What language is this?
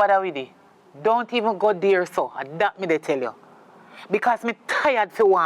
Jamaican Creole English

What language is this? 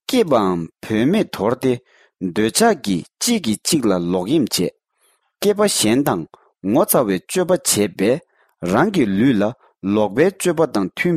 Tibetan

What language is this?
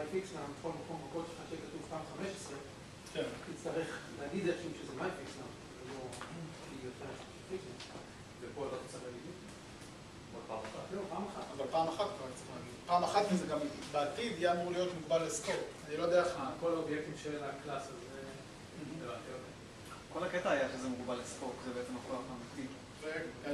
Hebrew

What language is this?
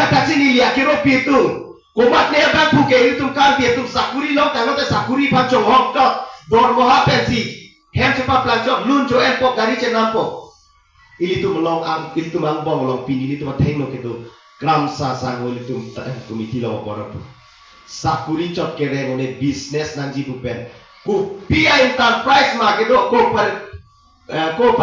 Karbi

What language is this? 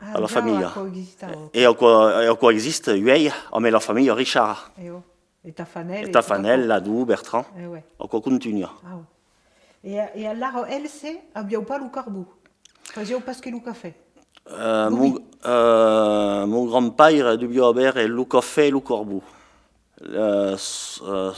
Occitan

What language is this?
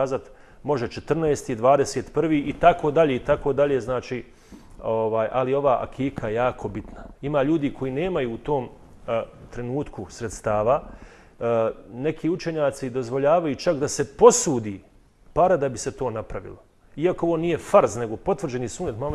Bosnian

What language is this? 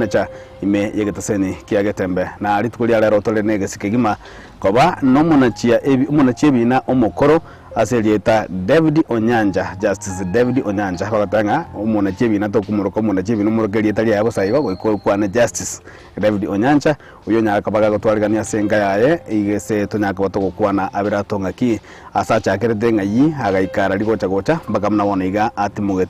Gusii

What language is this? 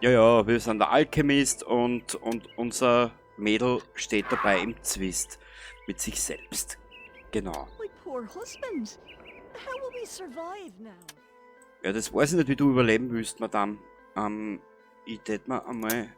Bavarian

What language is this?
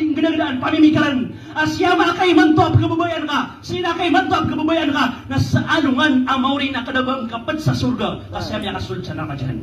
Maranao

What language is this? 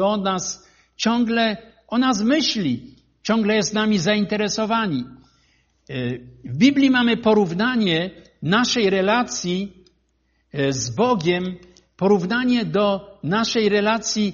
Polish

